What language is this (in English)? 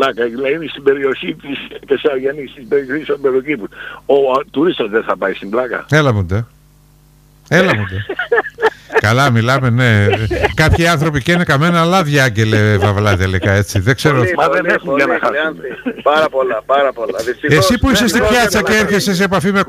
Greek